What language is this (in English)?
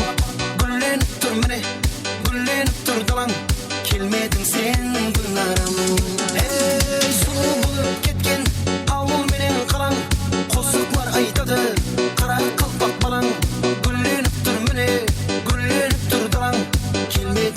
Kara-Kalpak